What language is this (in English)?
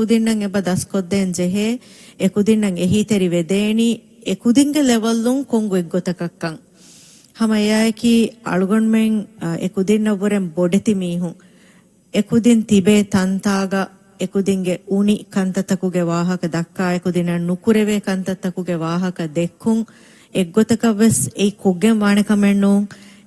Divehi